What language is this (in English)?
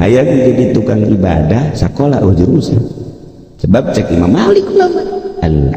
Sundanese